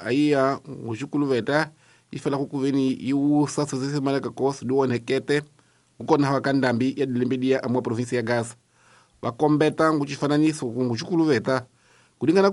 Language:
Tsonga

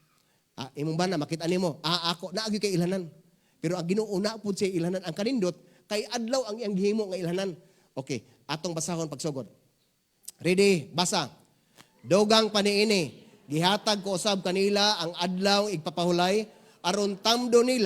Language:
Cebuano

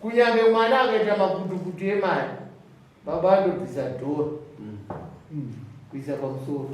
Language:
Shona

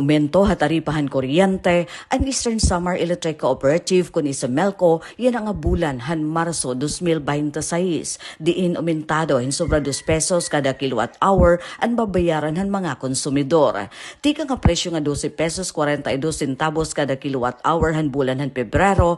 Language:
Waray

